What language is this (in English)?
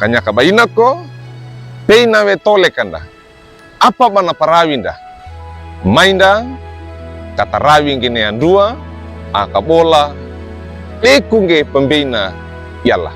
Wejewa